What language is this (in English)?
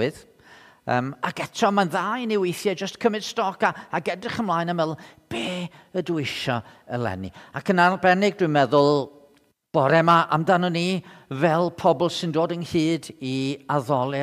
Welsh